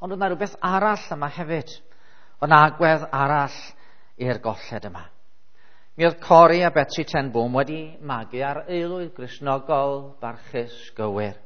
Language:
Welsh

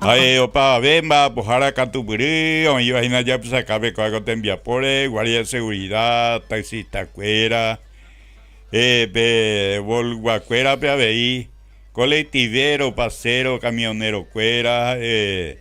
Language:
Guarani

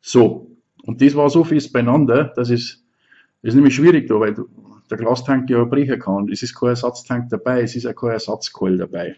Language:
Bavarian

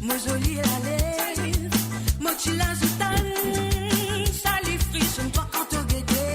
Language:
Morisyen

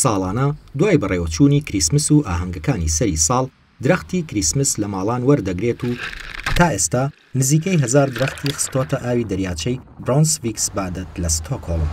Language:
Central Kurdish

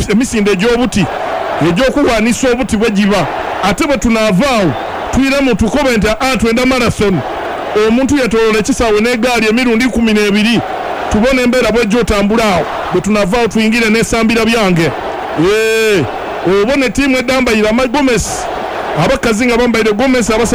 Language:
Ganda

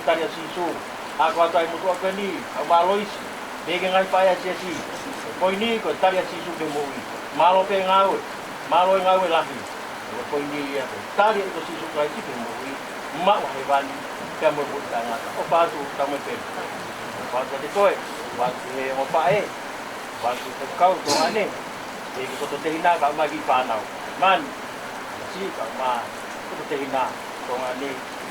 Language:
Tongan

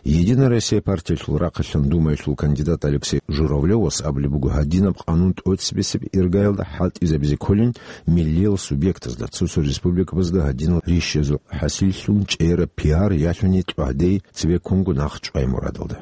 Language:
Avaric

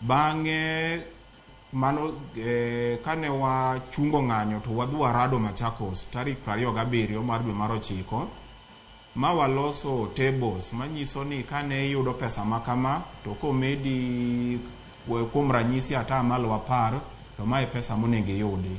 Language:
Luo (Kenya and Tanzania)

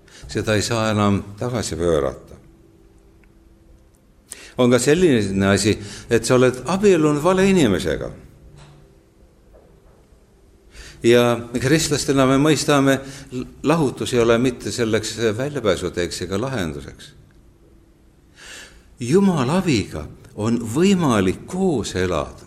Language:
Estonian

